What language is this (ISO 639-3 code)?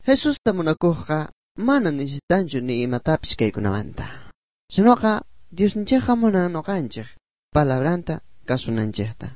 quh